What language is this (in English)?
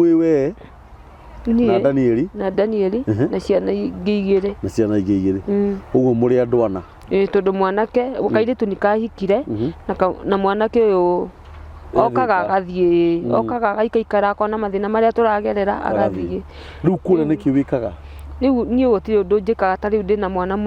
Kikuyu